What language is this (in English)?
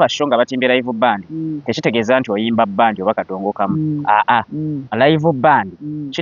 Ganda